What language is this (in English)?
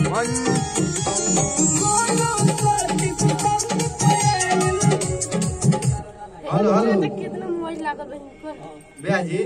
Bhojpuri